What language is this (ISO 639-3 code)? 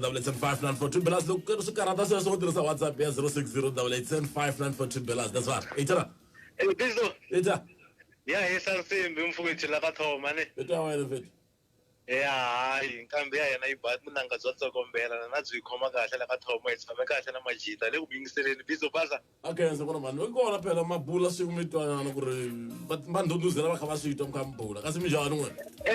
tso